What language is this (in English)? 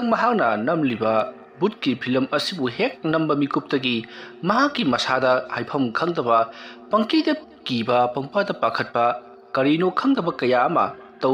Manipuri